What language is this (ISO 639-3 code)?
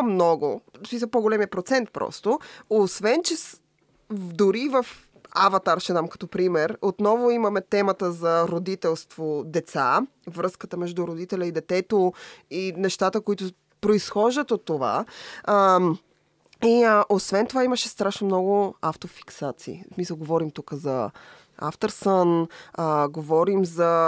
bul